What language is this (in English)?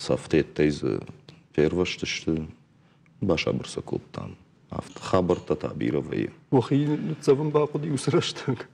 Ossetic